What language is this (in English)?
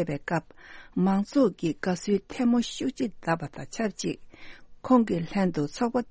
Tibetan